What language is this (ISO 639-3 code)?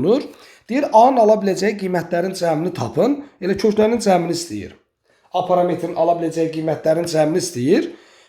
aze